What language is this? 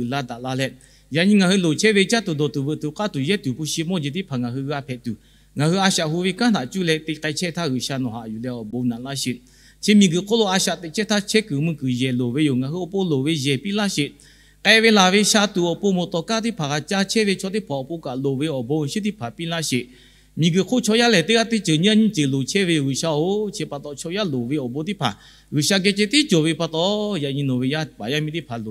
Lahu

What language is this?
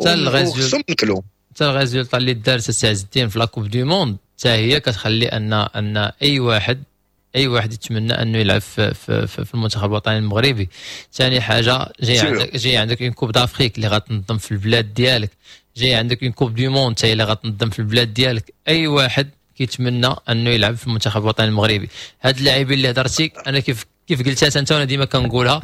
Moroccan Arabic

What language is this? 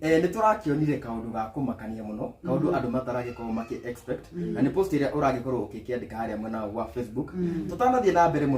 Kikuyu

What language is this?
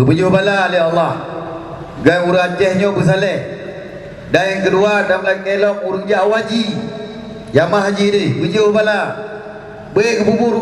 Achinese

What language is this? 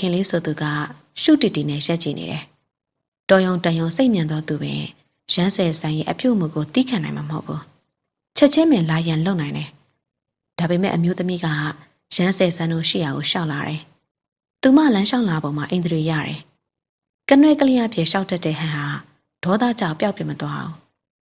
Burmese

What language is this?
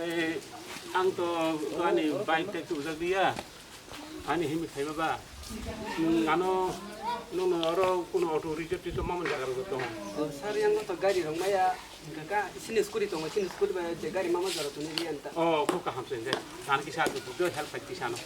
Kok Borok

